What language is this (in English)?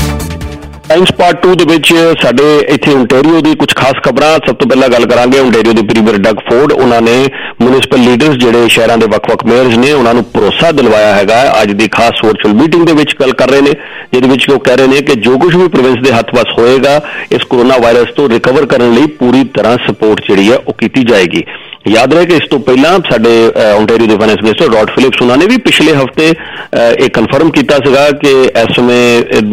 Punjabi